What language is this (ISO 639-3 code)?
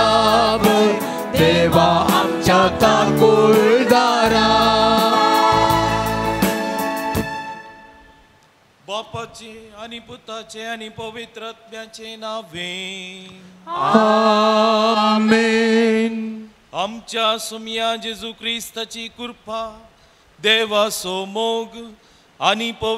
kok